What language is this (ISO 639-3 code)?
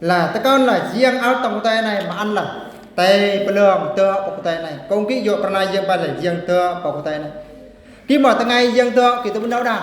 bru